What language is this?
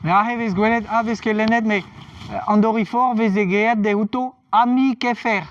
Breton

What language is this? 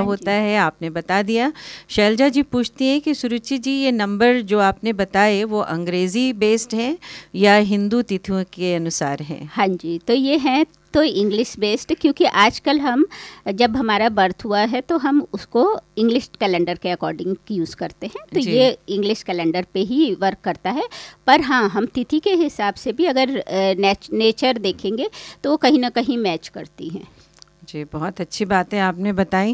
Hindi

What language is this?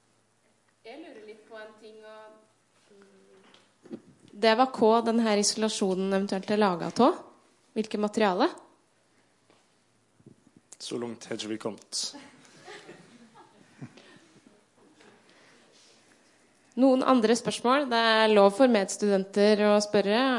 Norwegian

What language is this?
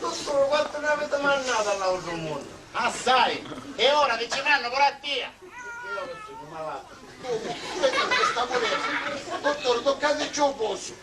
Sicilian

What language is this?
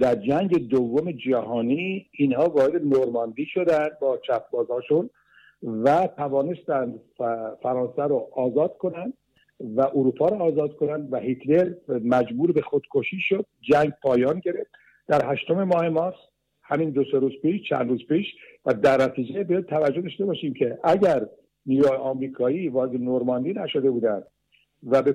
Persian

